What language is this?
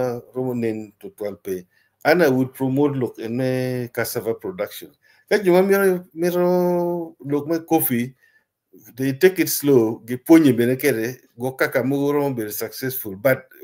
Acoli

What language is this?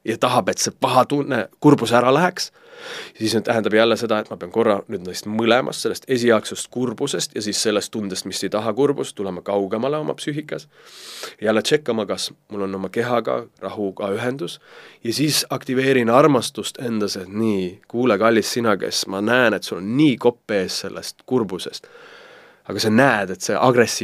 Estonian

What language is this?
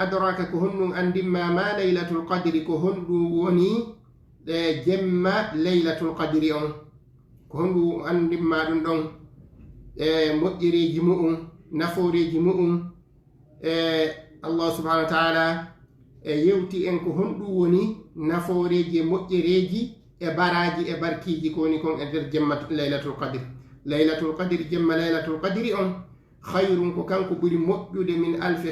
Fula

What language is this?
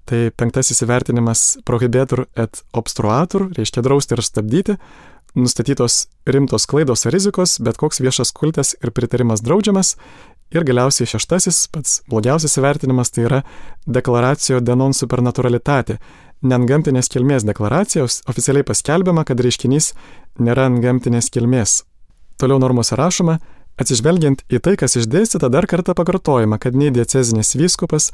Lithuanian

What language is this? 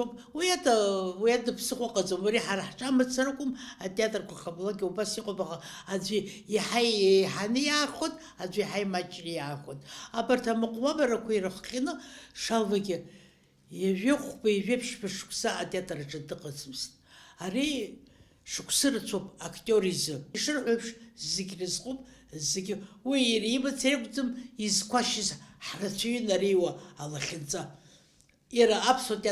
Abkhazian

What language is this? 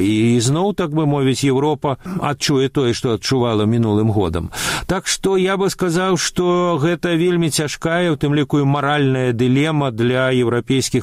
Belarusian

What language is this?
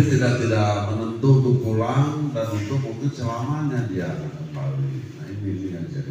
Indonesian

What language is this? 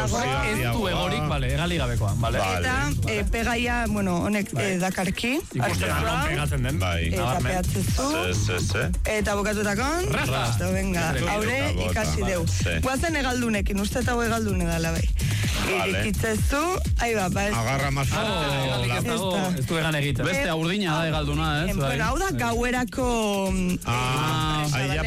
Basque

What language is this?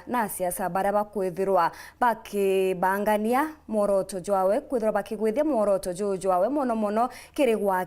Meru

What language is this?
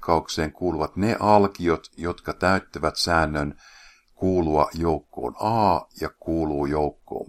Finnish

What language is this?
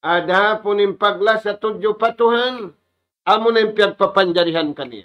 Tausug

